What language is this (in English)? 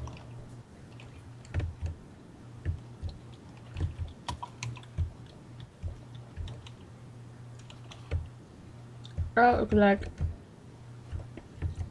Dutch